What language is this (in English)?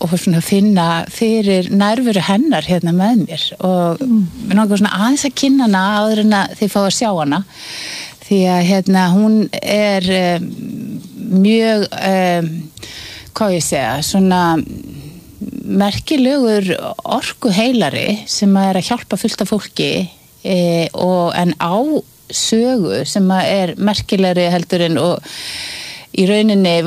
Icelandic